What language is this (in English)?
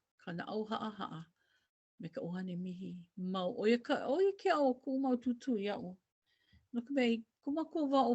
Hawaiian